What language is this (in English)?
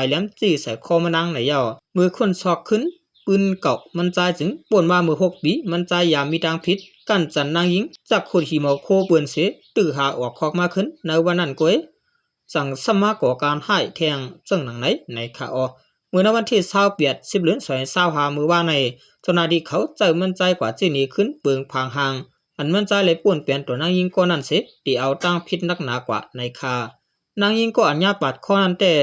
Shan